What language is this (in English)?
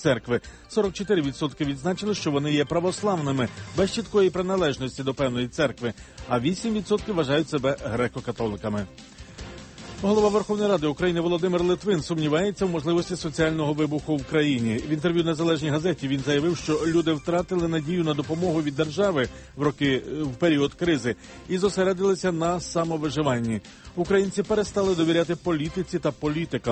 Ukrainian